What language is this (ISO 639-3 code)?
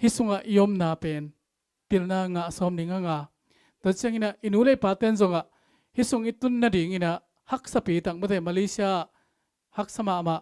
ctd